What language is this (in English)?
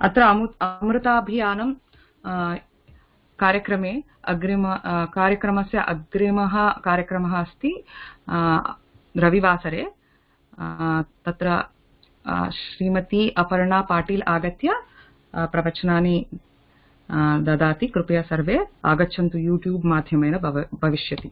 Sanskrit